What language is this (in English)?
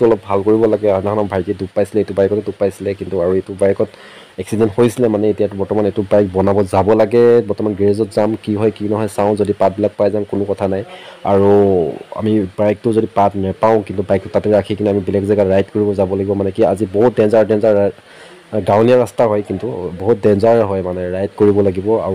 Assamese